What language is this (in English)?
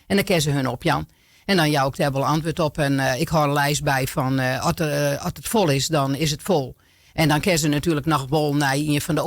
Western Frisian